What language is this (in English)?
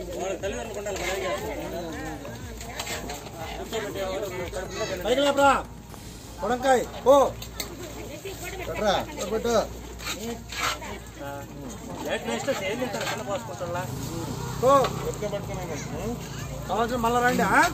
Telugu